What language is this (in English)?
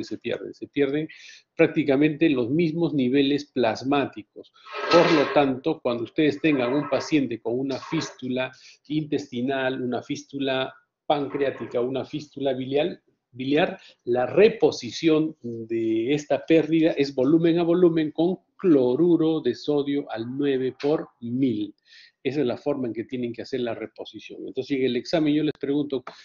Spanish